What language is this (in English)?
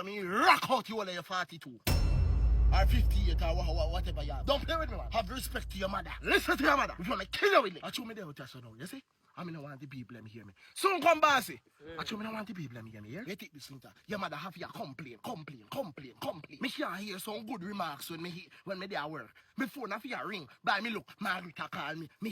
Jamaican Creole English